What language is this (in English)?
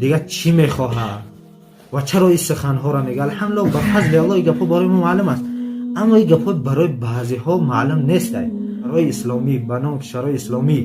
Tajik